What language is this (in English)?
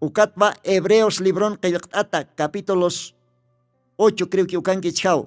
Aymara